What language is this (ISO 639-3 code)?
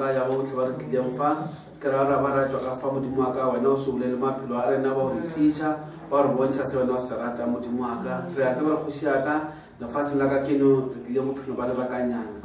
nso